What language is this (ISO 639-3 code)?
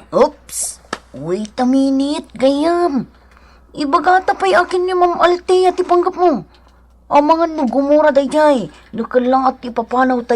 ilo